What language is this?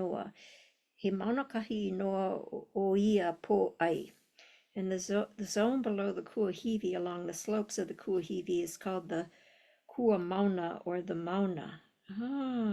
Hawaiian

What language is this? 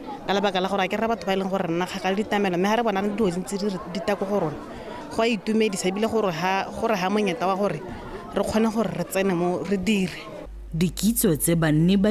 Tswana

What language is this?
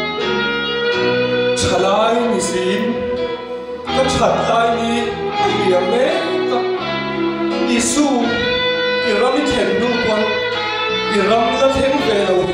Mizo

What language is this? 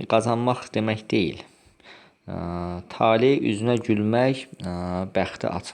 Azerbaijani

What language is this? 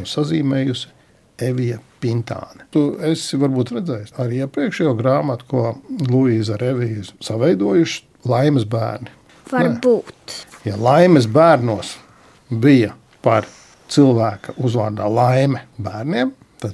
Latvian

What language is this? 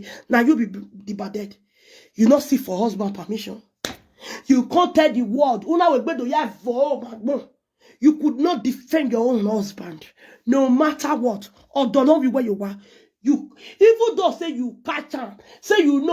Nigerian Pidgin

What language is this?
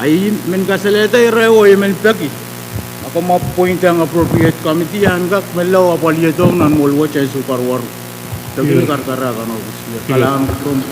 Pohnpeian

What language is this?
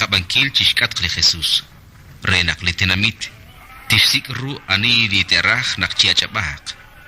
Kekchí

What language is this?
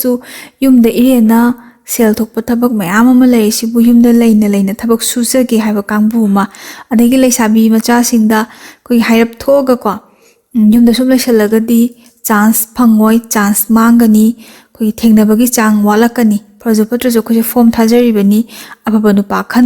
Manipuri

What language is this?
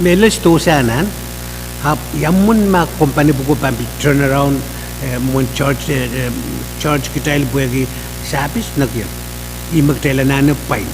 Pohnpeian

